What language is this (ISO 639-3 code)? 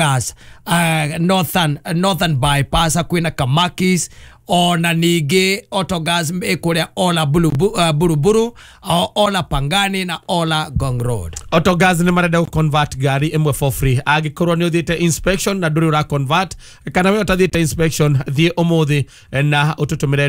kik